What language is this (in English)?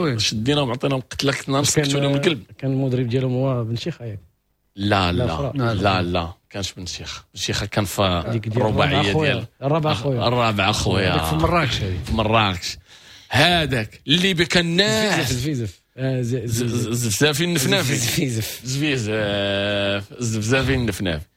Moroccan Arabic